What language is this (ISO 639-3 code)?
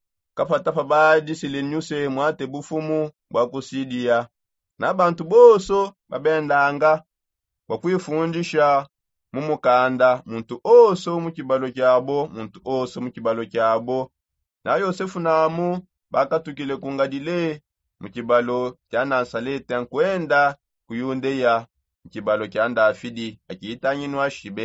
sop